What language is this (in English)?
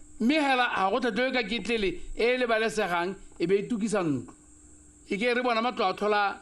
Tswana